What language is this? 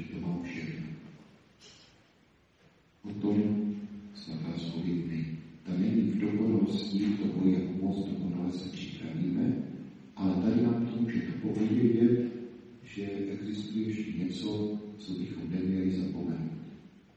Czech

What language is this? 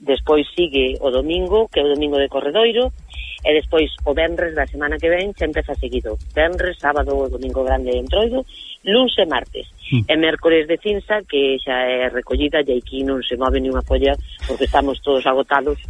Galician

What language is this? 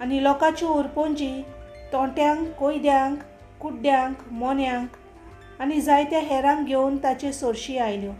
Konkani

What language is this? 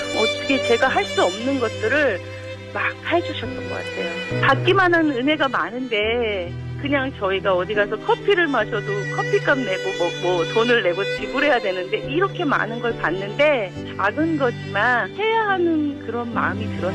Korean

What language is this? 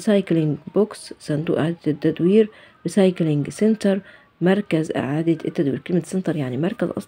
Egyptian Arabic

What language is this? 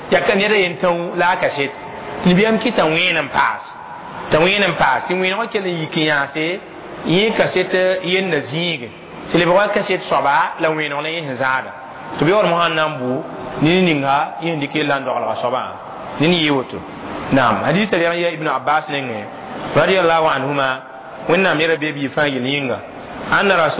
Mossi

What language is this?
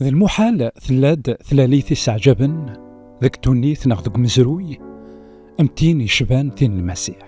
Kabyle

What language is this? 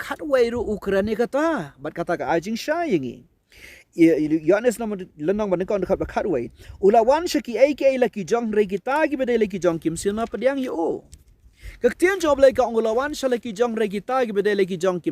Khasi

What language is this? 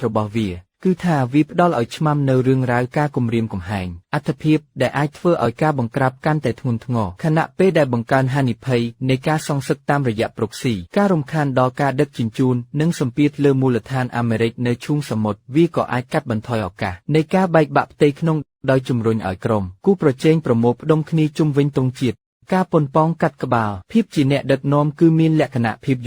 Khmer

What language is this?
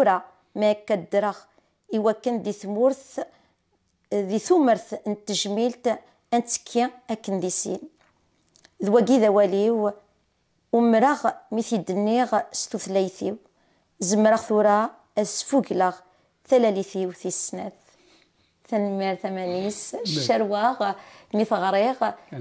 Kabyle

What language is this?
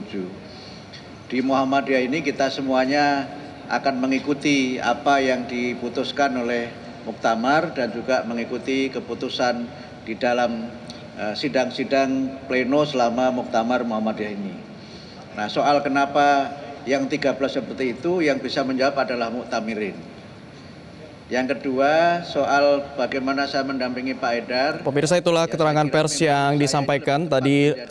Indonesian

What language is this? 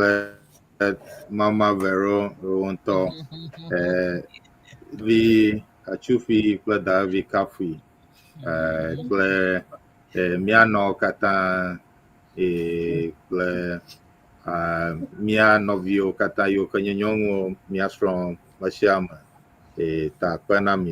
Ewe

